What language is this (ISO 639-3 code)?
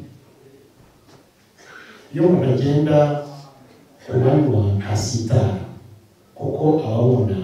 kin